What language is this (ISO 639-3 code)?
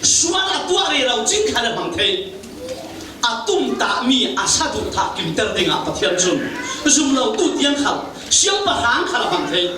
cfm